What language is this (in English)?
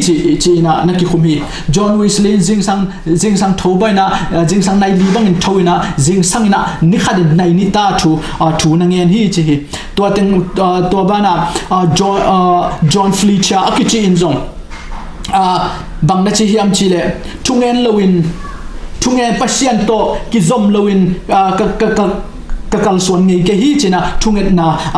Tedim Chin